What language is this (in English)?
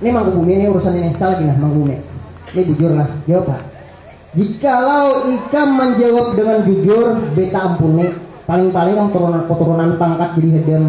Banjar